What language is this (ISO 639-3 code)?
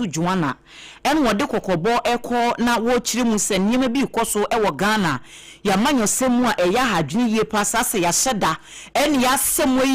aka